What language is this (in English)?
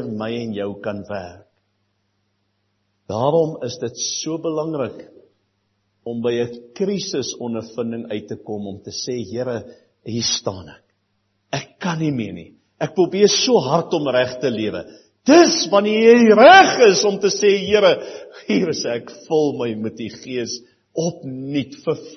Afrikaans